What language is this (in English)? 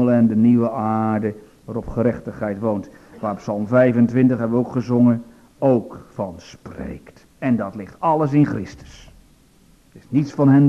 Dutch